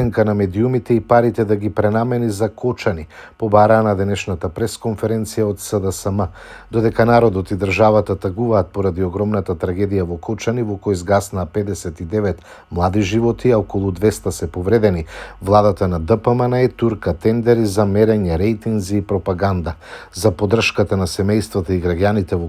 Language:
Macedonian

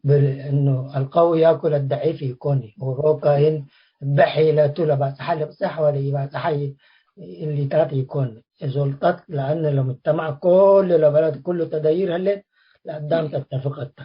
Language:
Tigre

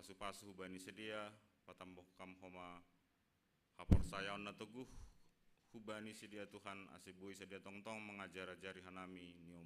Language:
Batak Simalungun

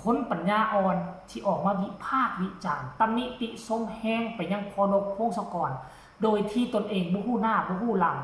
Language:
Northeastern Thai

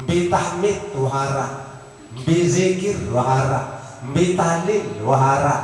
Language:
Sasak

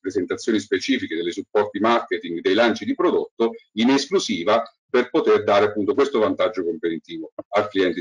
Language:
Italian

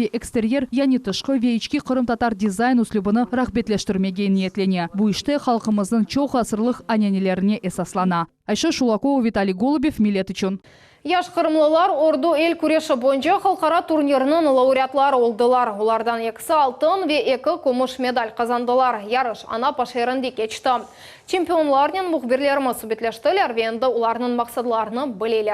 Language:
Crimean Tatar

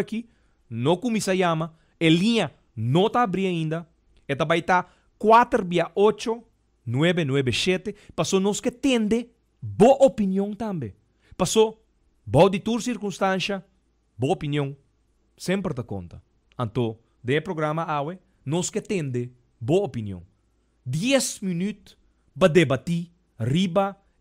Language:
Papiamento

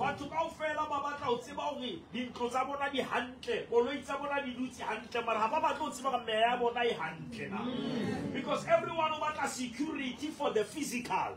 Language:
Southern Sotho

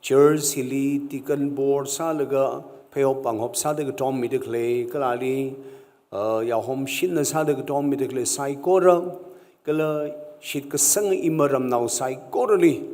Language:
Tangkhul Naga (India)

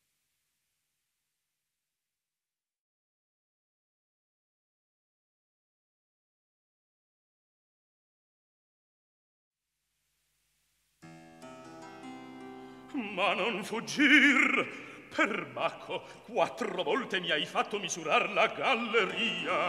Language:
Italian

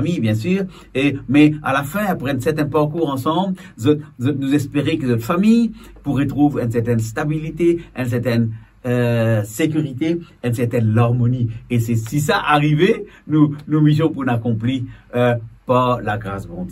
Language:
Morisyen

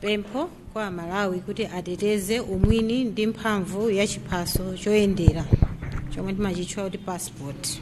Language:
Nyanja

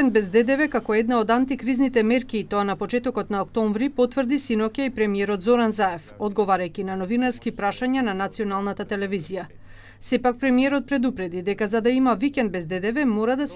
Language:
Macedonian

